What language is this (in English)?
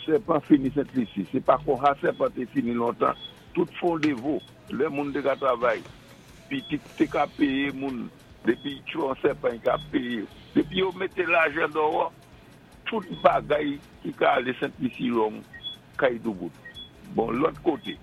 Saint Lucian Creole French